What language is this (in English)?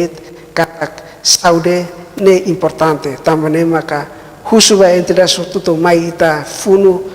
Tetum